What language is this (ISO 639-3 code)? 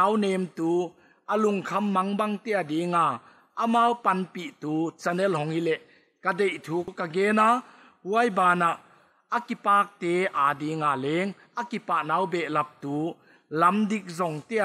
pck